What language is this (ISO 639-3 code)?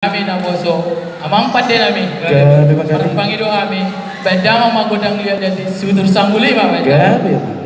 bbc